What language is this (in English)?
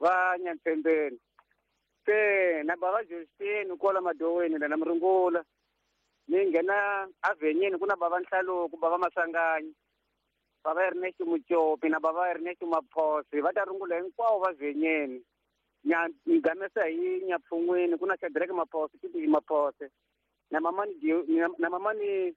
Tsonga